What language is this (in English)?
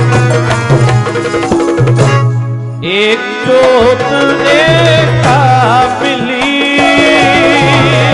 Punjabi